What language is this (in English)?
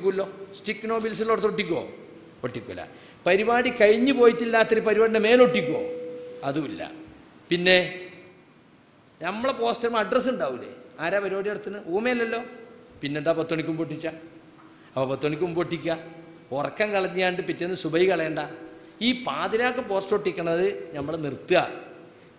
Malayalam